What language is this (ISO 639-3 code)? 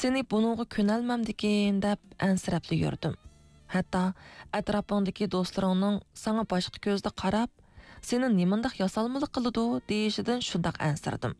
uig